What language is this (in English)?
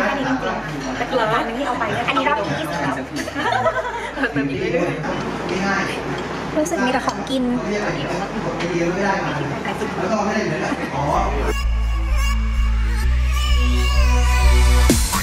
Thai